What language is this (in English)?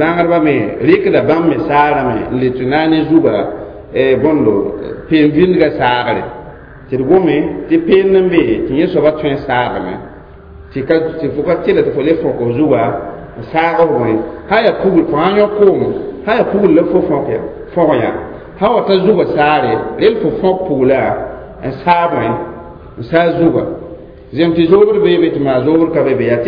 Mossi